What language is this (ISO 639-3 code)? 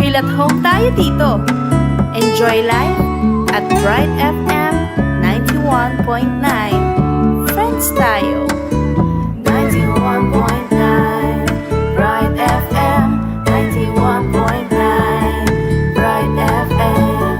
pam